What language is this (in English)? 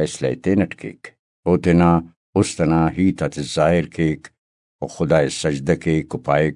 Brahui